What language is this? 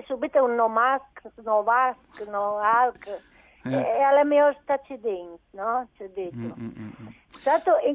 Friulian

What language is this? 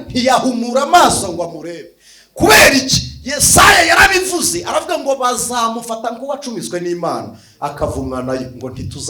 Kinyarwanda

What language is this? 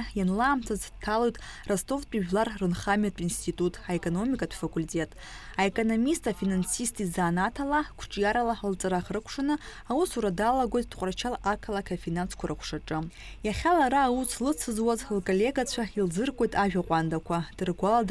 Abkhazian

